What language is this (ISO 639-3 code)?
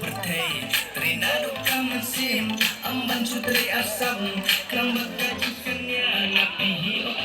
kha